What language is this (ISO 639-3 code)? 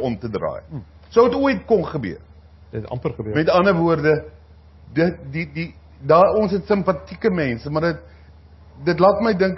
afr